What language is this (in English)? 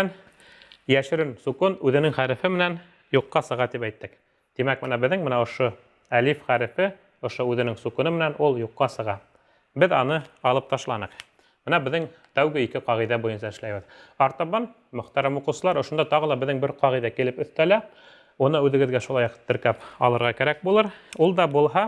Bashkir